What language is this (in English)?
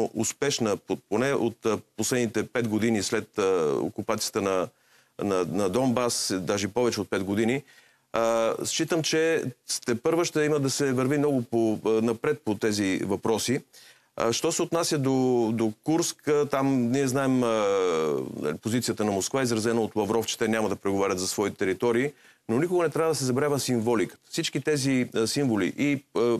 Bulgarian